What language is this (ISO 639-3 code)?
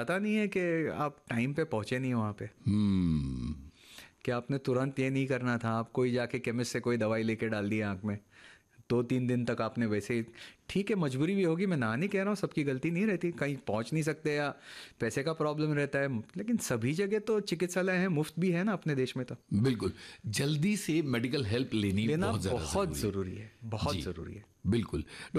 hin